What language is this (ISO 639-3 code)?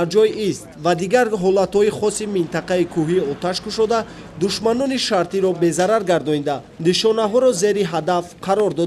tgk